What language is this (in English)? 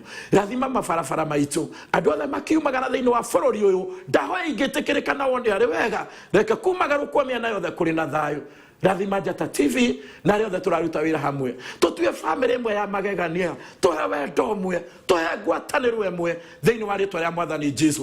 Kikuyu